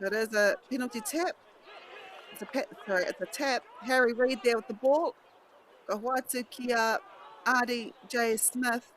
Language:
Māori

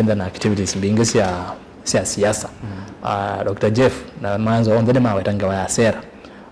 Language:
Kamba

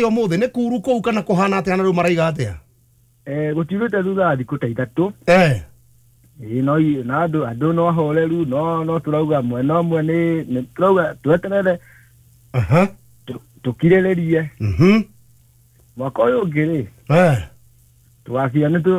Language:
Kikuyu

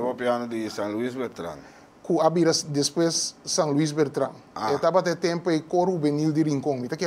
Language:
Papiamento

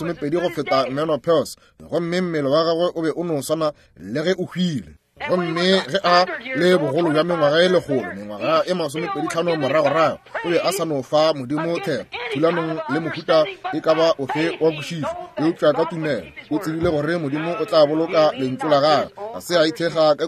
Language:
Northern Sotho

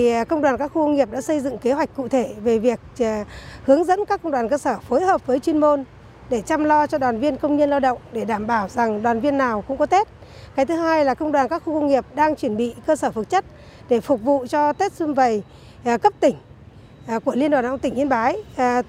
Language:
Vietnamese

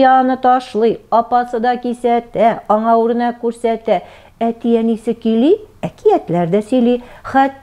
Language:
Tatar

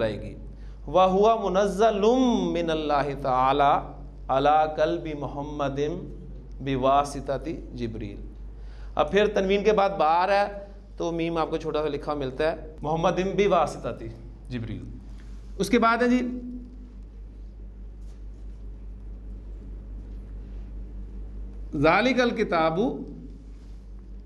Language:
Urdu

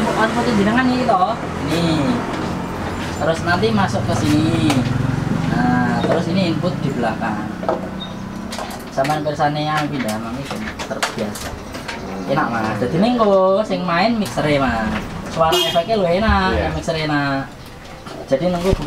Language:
Indonesian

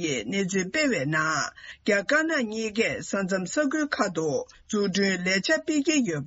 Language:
Tibetan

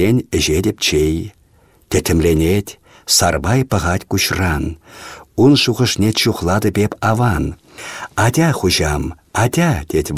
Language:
Chuvash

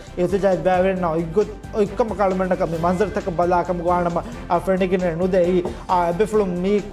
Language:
Divehi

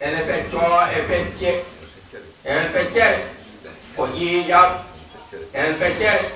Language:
Fula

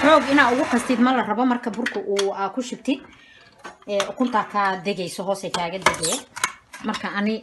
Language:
Somali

